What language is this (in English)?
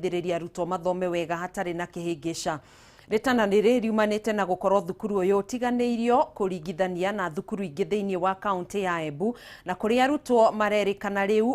Kikuyu